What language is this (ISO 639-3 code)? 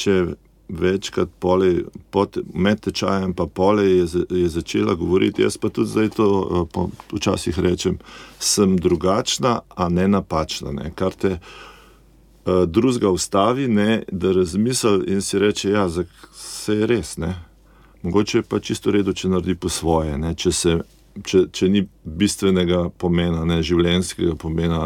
slv